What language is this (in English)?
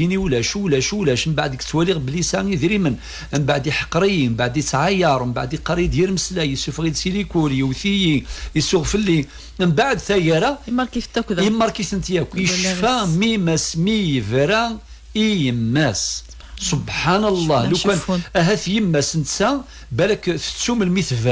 Kabyle